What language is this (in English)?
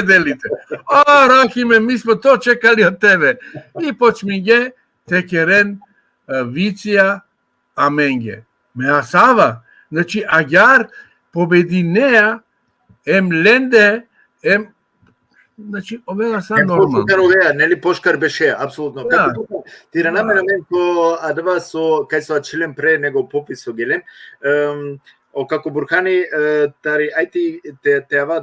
Balkan Romani